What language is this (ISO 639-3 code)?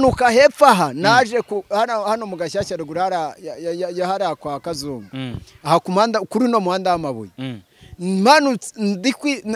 kin